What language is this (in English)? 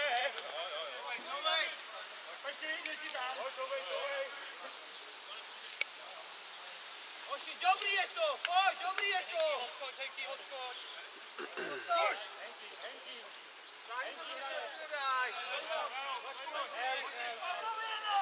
Czech